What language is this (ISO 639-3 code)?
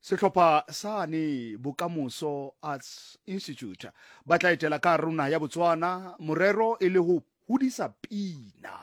tsn